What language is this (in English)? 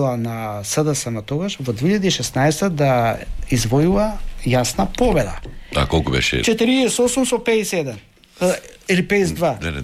Macedonian